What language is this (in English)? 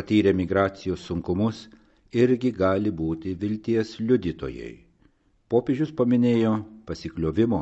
Lithuanian